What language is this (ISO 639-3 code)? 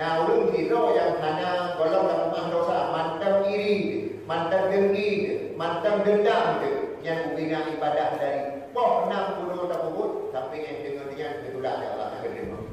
ace